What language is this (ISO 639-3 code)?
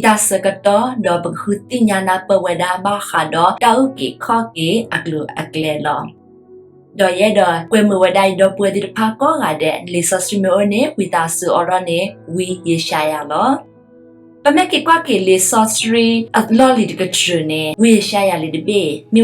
ksw